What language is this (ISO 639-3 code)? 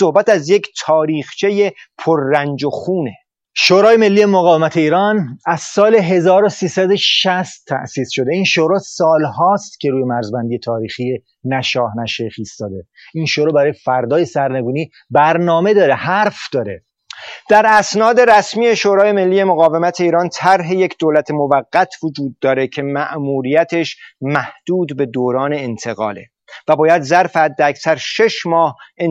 fas